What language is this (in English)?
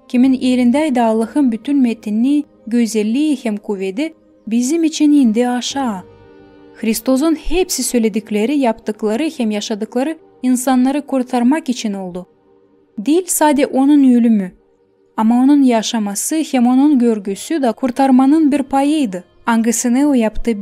Gagauz